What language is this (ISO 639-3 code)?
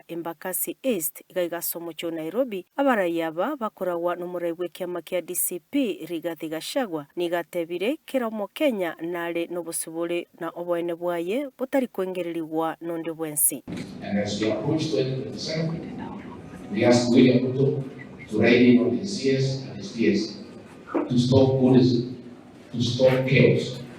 guz